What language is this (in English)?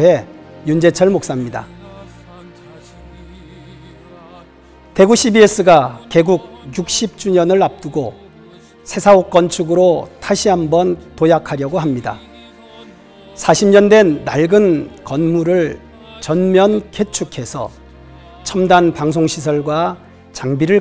Korean